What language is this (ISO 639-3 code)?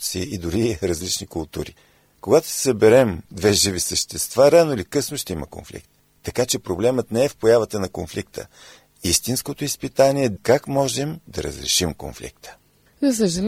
bul